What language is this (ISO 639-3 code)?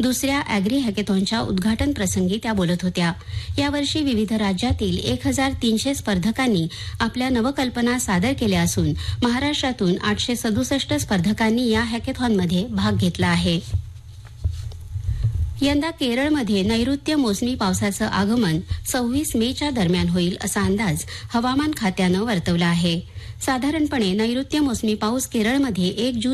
mar